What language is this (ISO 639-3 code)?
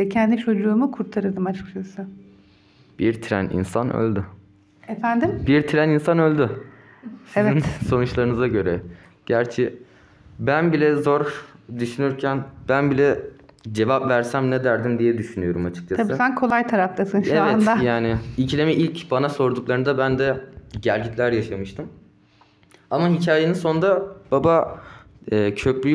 tur